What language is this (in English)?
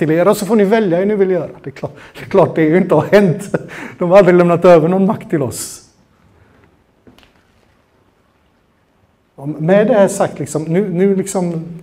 Swedish